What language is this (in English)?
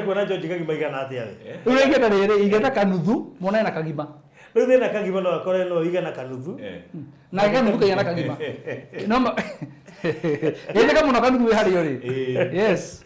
Kikuyu